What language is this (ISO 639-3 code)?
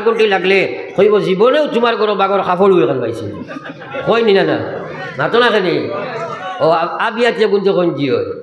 syl